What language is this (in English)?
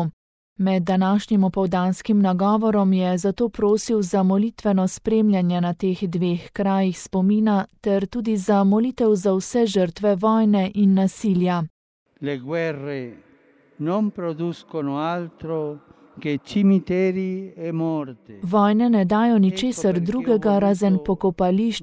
Slovenian